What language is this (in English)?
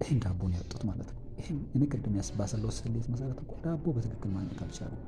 Amharic